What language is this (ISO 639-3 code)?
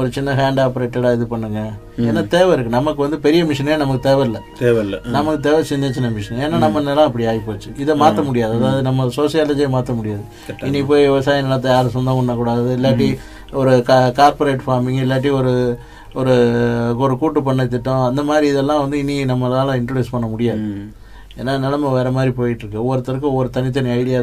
tam